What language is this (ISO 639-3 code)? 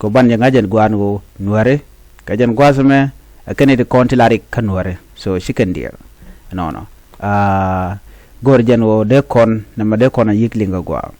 nus